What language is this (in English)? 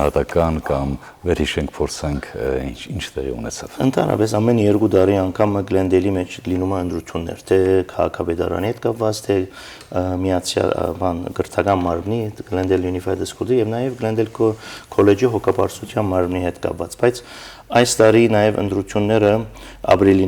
Western Armenian